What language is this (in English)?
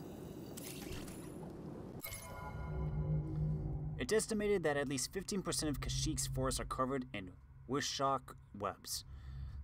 English